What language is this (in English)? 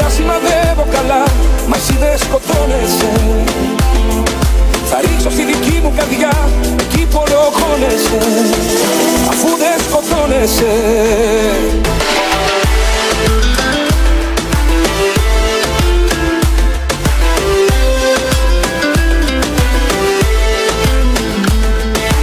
Greek